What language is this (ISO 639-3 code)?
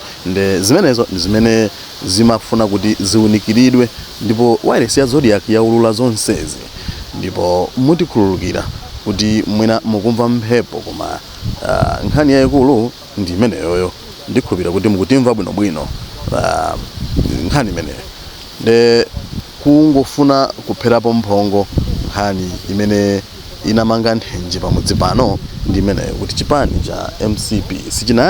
nya